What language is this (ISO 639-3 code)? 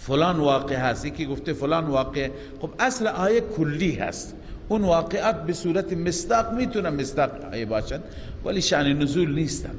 fas